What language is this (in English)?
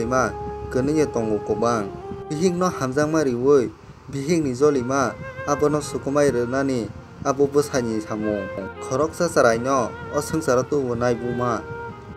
Kok Borok